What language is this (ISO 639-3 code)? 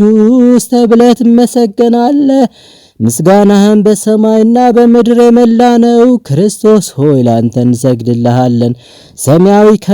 amh